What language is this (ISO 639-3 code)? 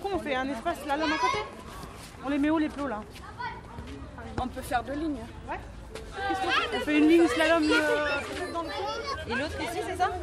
fra